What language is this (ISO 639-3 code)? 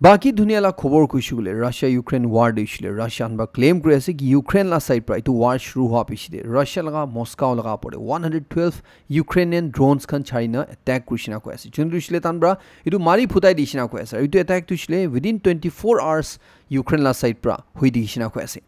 nag